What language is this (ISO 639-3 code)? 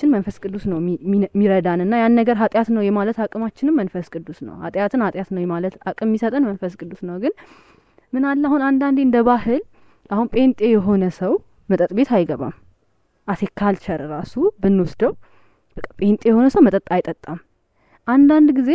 amh